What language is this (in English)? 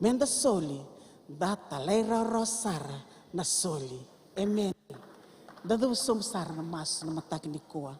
Fijian